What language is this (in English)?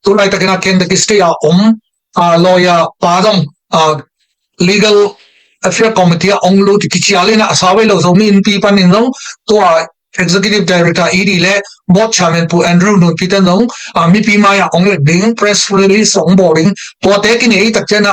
Tedim Chin